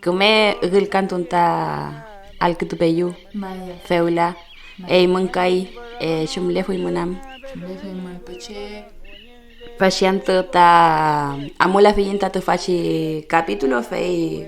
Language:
Mapuche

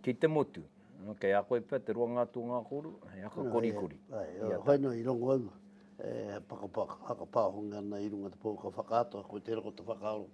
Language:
Māori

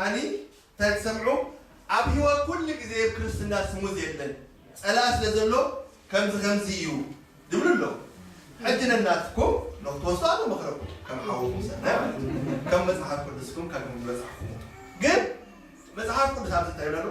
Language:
Tigrinya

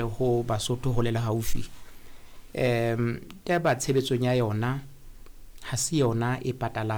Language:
Southern Sotho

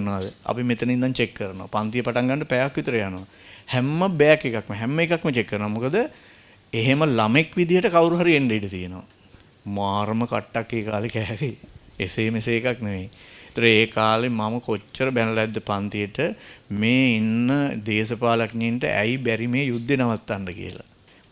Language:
Sinhala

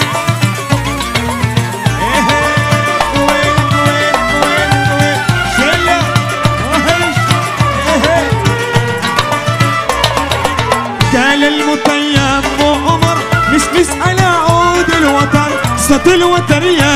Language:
Arabic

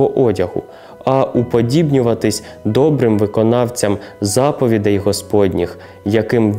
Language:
Ukrainian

